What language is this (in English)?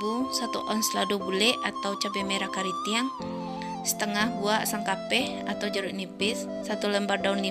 Minangkabau